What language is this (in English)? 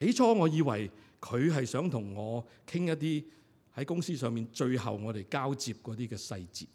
Cantonese